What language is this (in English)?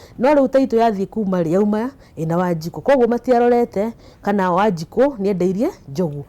Kikuyu